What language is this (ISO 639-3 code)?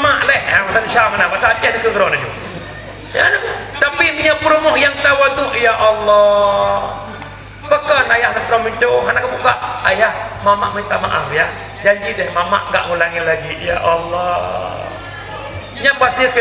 ace